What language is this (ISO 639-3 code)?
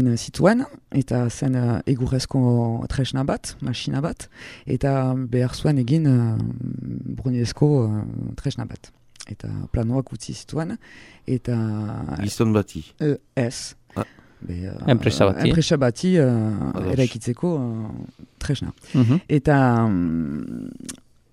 eus